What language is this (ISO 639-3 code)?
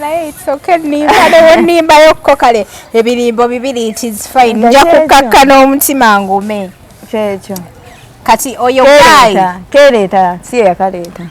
lug